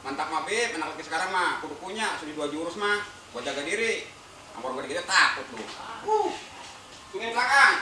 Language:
Betawi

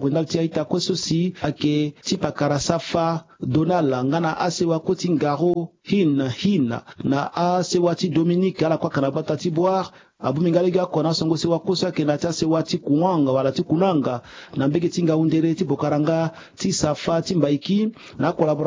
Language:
Sango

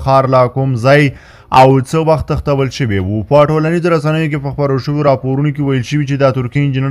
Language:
Pashto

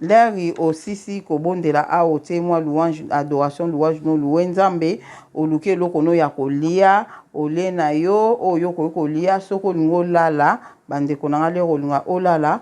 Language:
Lingala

